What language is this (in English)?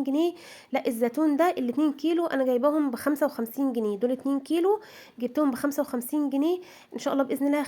Egyptian Arabic